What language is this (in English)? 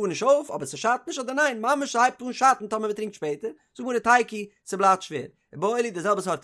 Yiddish